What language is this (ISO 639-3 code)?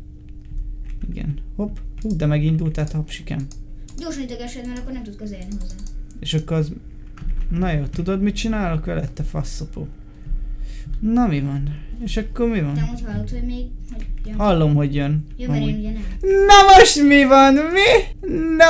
hun